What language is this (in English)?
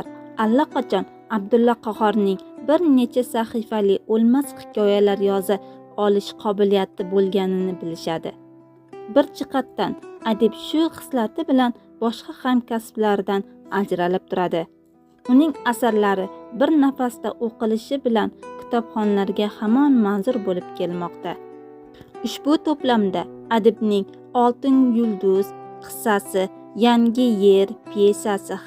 Uzbek